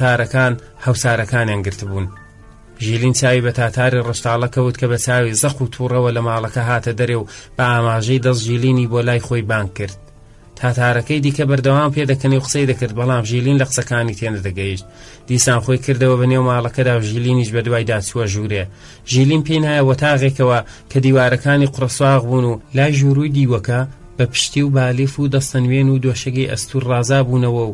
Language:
Central Kurdish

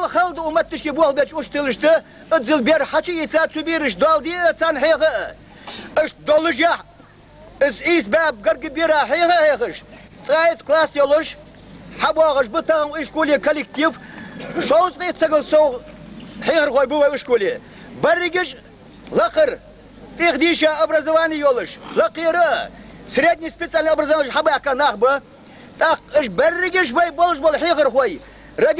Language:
Ingush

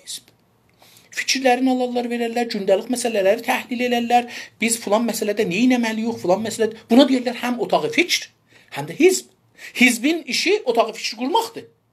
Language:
South Azerbaijani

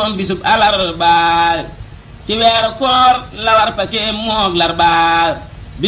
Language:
Wolof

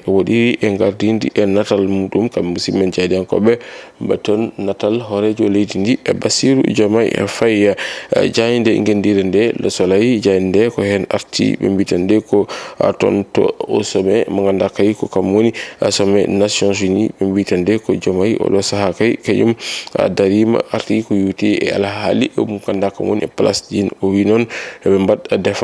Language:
Fula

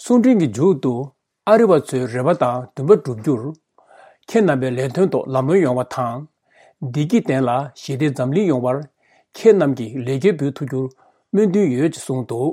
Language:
Tibetan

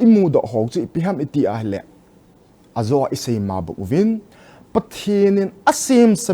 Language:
Thado Chin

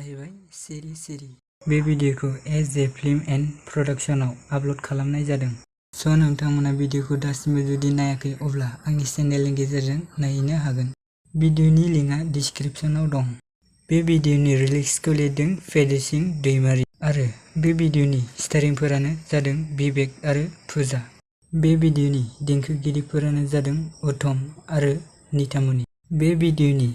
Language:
Bodo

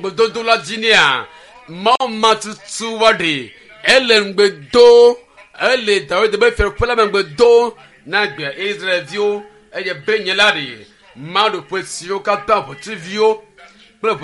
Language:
Ewe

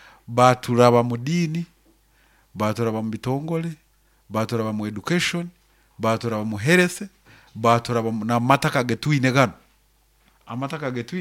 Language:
Nyoro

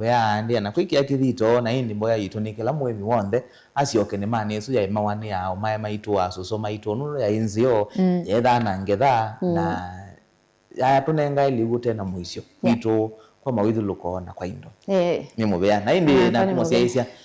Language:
Kamba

